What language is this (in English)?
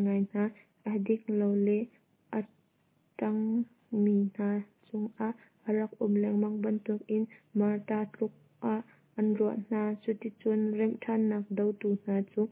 Hakha Chin